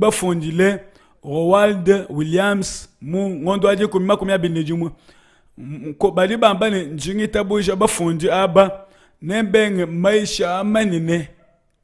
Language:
Luba-Lulua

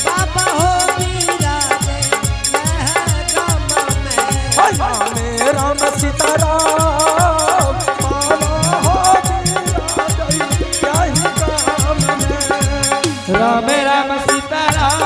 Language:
Angika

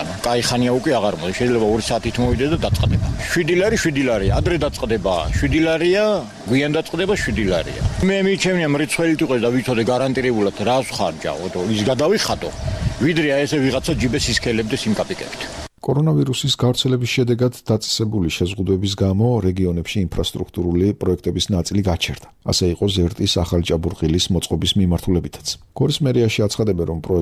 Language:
Georgian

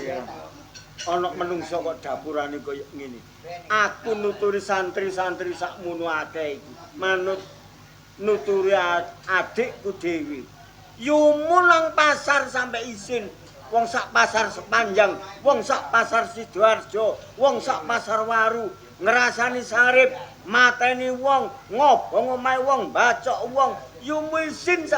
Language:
Javanese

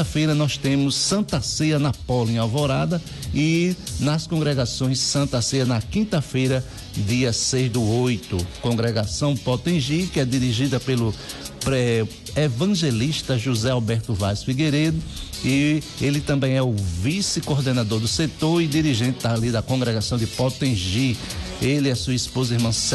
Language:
Portuguese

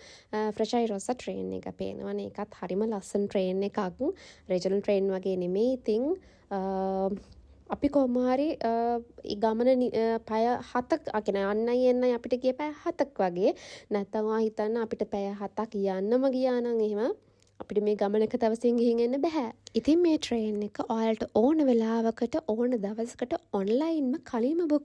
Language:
Sinhala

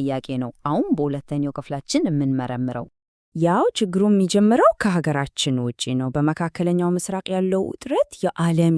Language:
Amharic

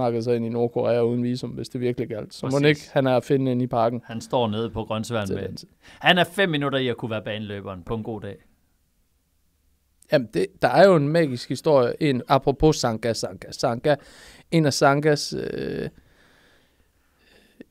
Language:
Danish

